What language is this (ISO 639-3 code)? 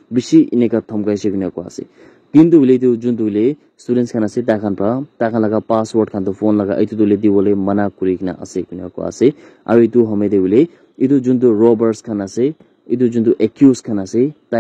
nag